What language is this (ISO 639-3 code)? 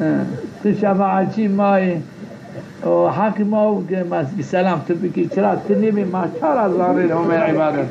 zza